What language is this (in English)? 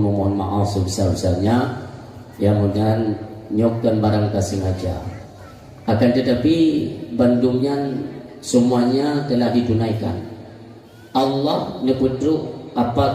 Achinese